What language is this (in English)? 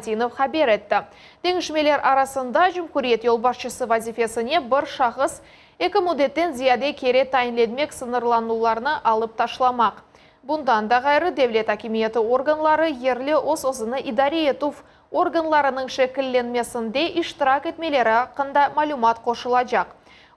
Crimean Tatar